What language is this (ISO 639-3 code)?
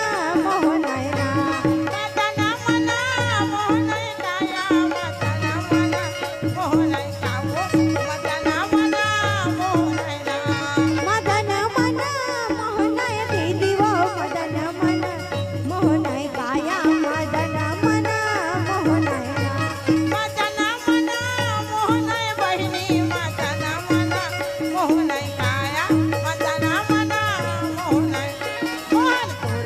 hne